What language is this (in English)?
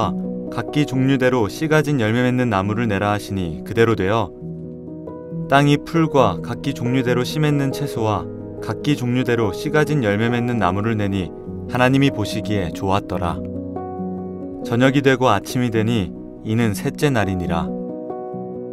Korean